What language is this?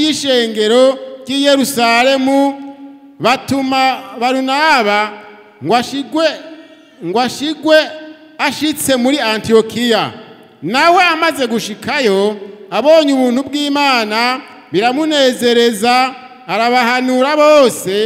Rundi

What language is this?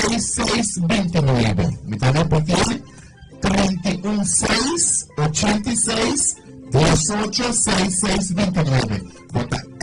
Papiamento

